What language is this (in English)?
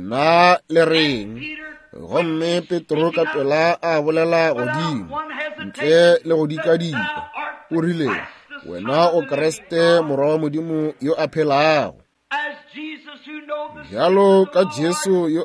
Northern Sotho